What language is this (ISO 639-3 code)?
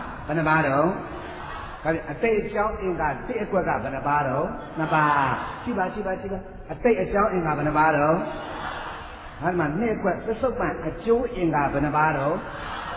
mya